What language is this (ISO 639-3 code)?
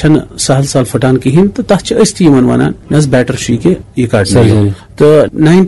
kas